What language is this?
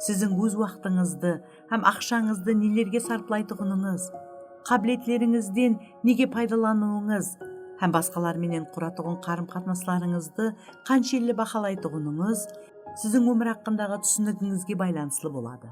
Kara-Kalpak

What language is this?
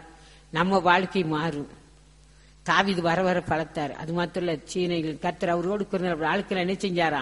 Tamil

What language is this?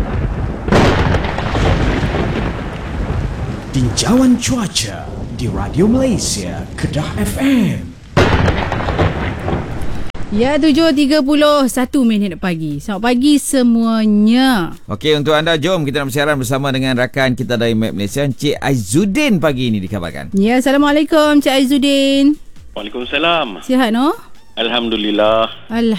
Malay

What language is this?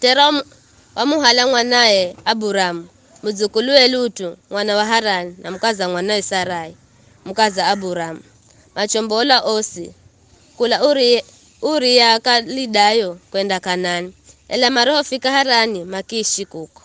Giryama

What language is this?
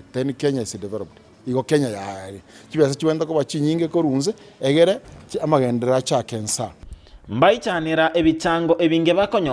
Gusii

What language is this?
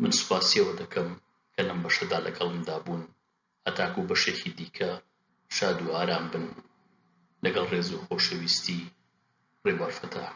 Central Kurdish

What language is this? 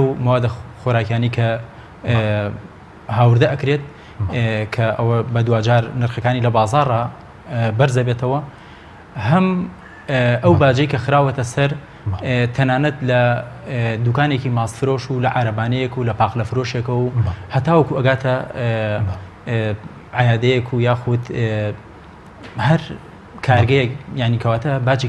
Central Kurdish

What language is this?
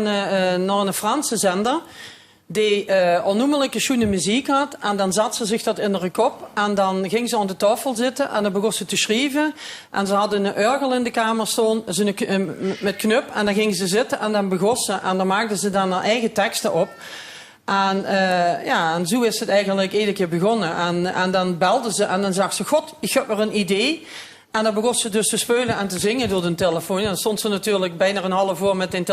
Limburgish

